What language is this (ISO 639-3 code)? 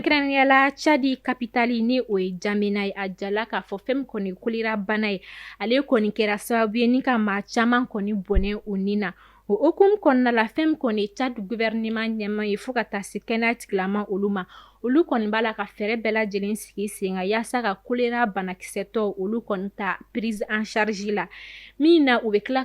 bam